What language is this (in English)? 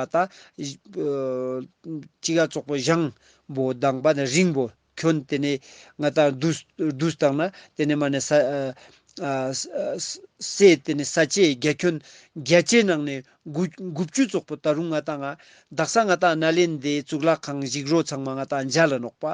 Ladakhi